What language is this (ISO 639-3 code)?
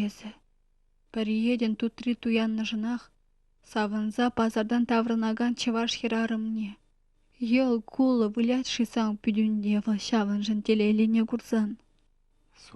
chv